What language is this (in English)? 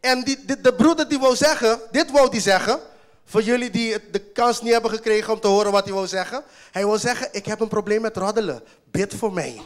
Papiamento